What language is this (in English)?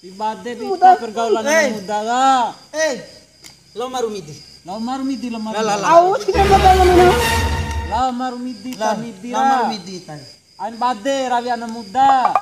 Bima